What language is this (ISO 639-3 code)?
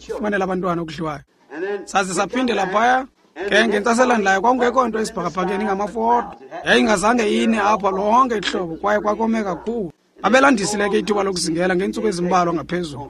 xho